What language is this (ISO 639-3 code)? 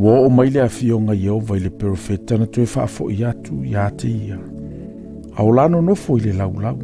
smo